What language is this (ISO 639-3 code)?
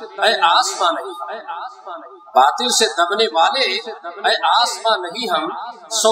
urd